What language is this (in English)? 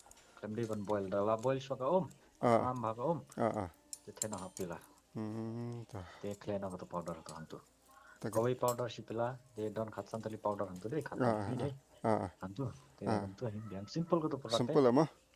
Khasi